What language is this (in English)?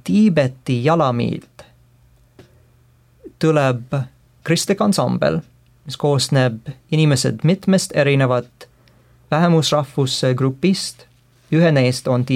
Estonian